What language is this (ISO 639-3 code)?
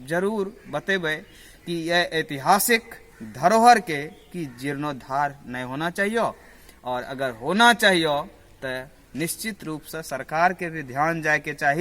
anp